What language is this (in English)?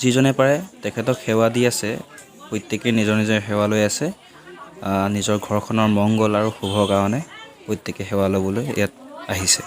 Assamese